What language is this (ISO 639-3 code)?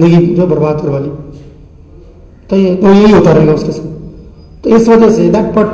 hin